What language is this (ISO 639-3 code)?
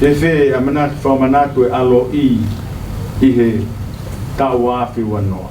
ton